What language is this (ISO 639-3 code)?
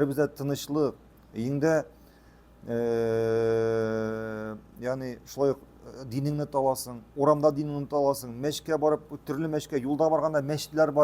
tat